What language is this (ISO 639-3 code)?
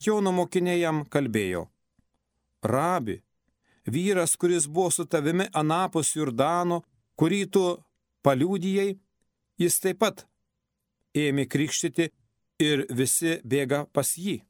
lit